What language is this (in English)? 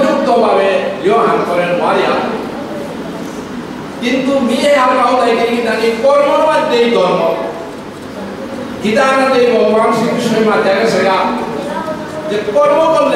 Bangla